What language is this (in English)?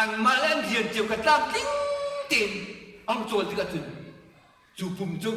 Hakha Chin